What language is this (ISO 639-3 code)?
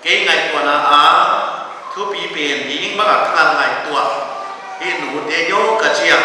pck